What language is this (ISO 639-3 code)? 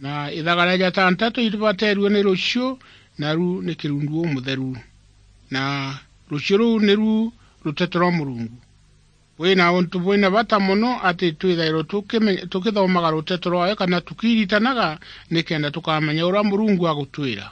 mer